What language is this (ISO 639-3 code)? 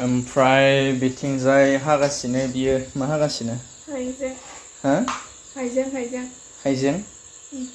brx